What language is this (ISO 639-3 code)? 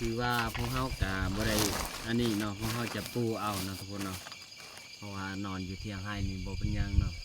lao